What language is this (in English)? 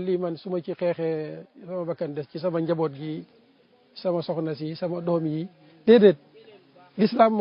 Wolof